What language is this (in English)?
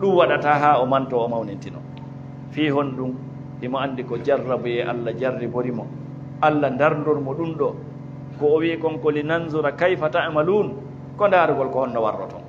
Fula